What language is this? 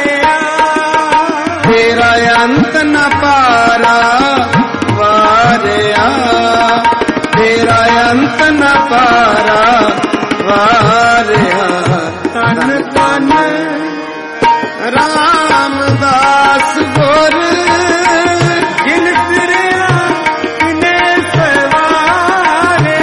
Punjabi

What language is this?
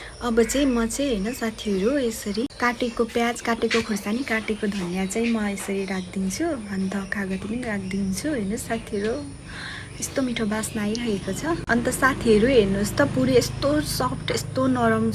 Nepali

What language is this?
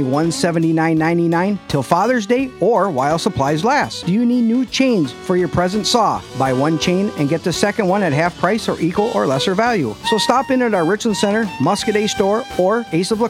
English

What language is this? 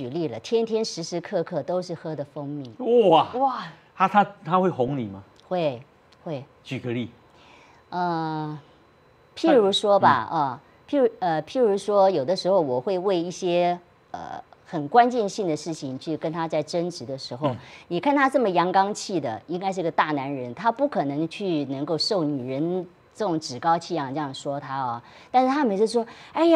Chinese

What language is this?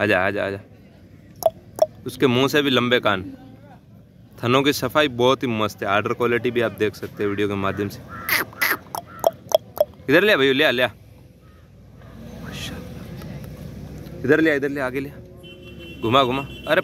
Hindi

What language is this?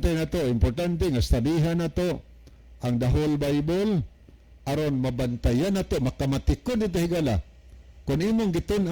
Cebuano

